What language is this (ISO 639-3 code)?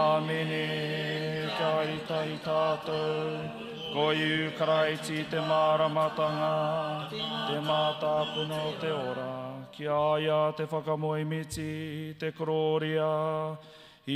mri